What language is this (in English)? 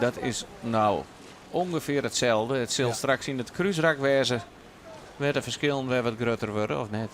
Western Frisian